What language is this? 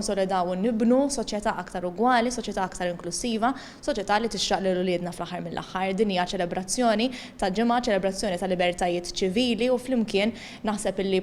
Maltese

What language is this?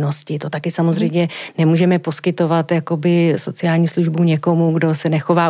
Czech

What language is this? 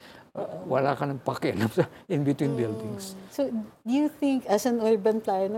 Filipino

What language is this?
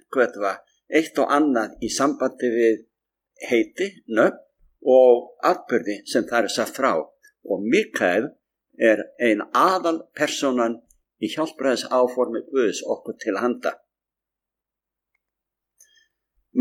Icelandic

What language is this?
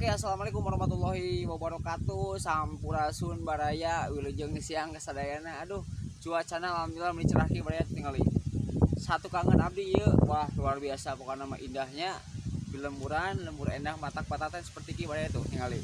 Sundanese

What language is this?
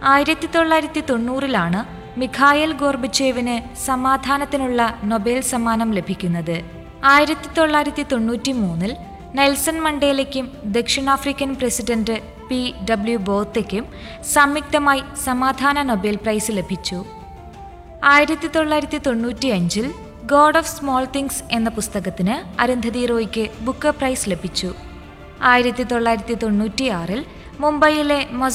Malayalam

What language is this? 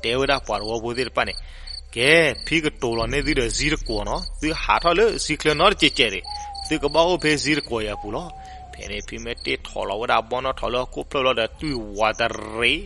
S'gaw Karen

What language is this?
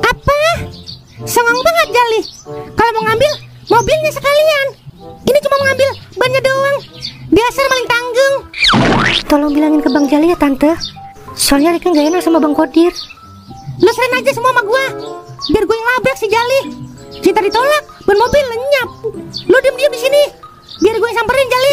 Betawi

